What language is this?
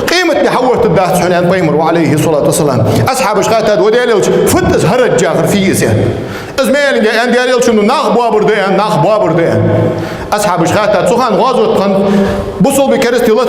Ingush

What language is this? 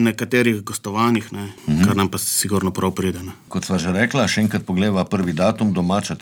Slovenian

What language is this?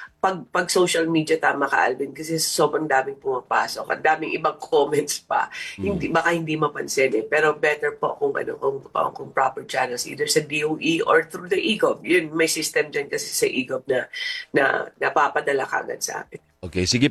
Filipino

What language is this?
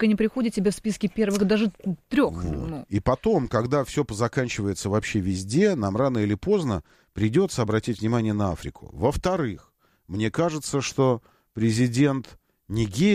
Russian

